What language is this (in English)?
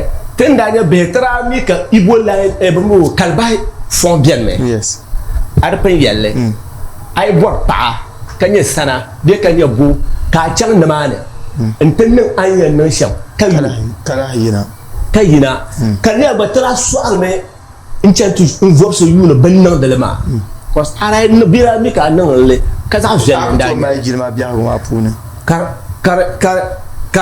Dagbani